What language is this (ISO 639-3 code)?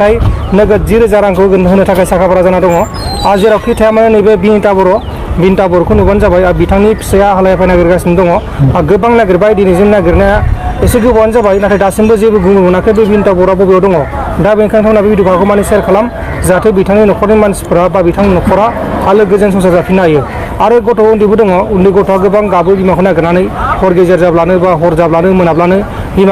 brx